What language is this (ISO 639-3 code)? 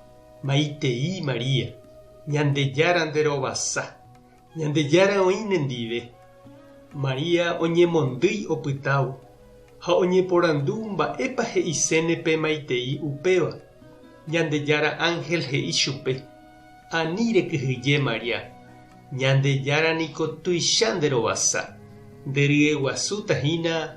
grn